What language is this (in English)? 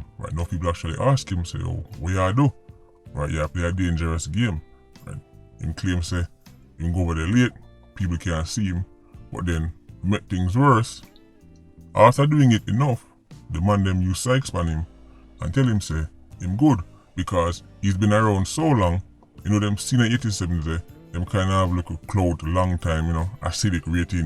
Jamaican Creole English